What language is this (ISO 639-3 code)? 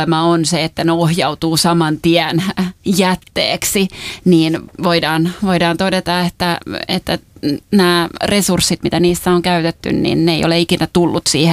fin